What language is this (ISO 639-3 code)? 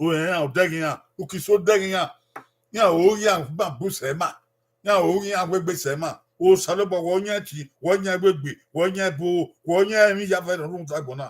bin